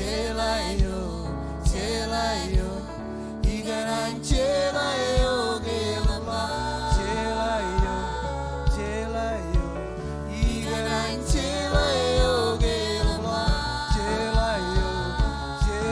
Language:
Marshallese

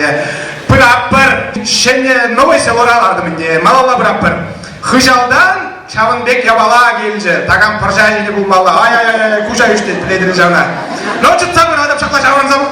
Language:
Chuvash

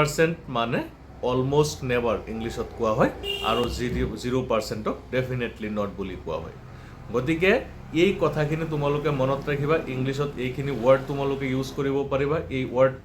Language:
Assamese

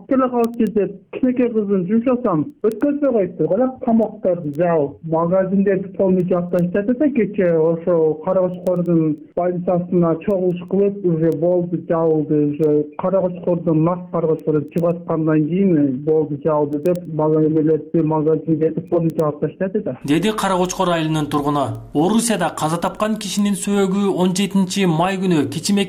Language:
Kyrgyz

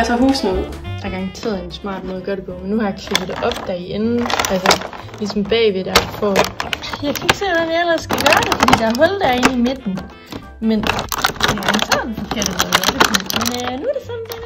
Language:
Danish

